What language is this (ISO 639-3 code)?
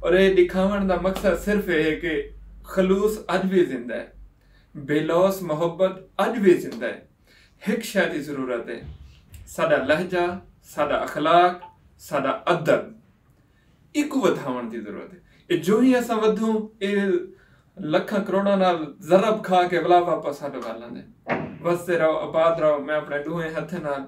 skr